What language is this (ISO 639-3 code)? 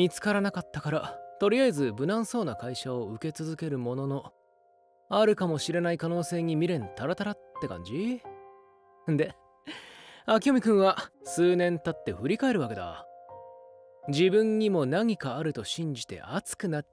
jpn